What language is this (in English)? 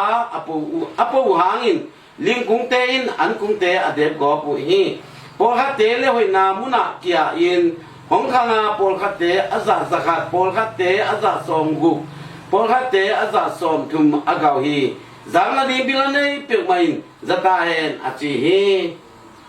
Tedim Chin